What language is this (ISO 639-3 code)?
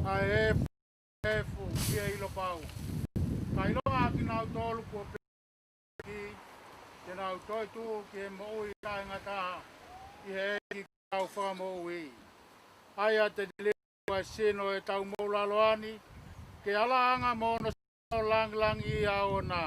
ton